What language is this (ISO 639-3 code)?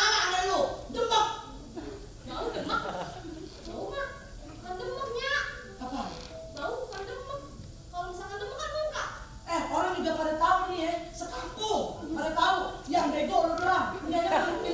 bew